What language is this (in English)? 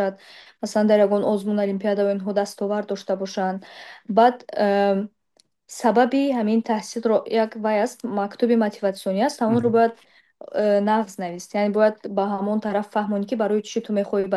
Tajik